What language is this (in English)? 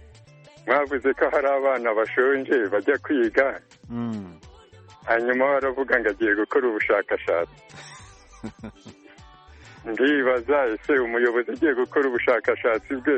Kinyarwanda